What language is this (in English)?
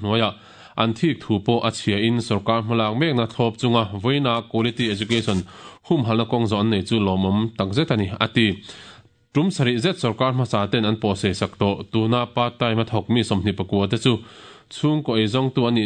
Mizo